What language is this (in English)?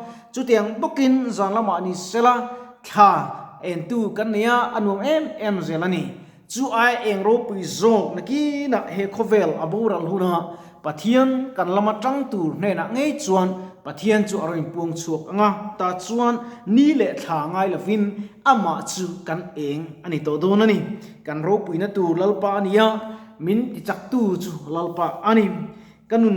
Mizo